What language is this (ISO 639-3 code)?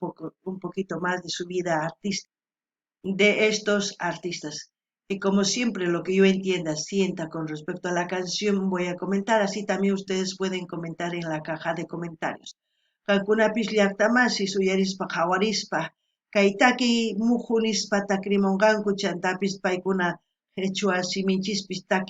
quh